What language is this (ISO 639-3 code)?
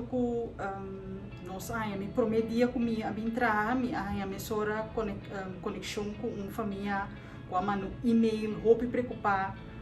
pap